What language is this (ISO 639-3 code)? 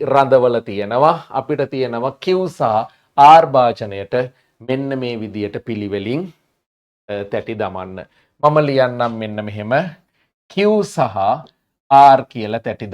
sin